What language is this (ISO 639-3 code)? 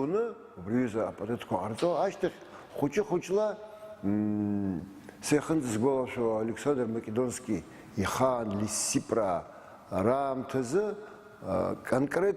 abk